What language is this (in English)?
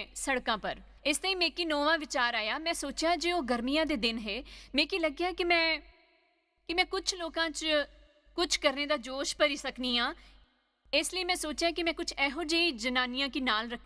Dogri